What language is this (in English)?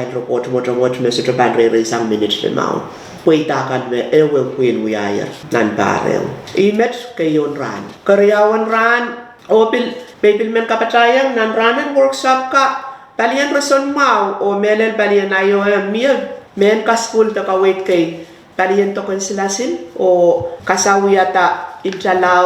Pohnpeian